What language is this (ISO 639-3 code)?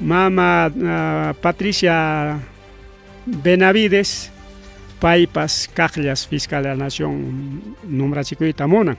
quy